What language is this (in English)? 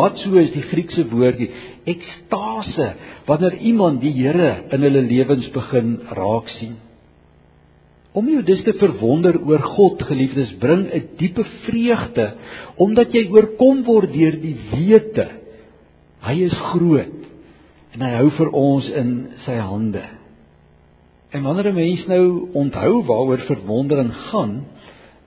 Afrikaans